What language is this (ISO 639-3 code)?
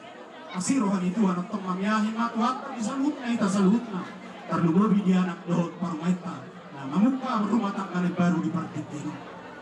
bbc